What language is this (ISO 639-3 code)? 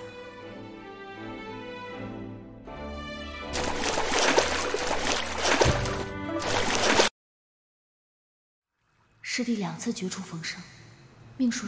zho